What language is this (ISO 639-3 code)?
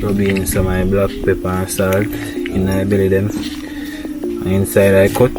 jam